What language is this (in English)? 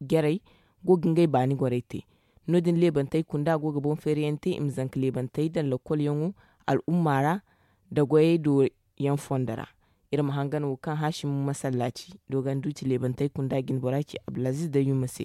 Zarma